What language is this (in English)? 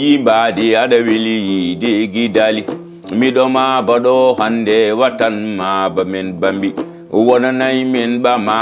Fula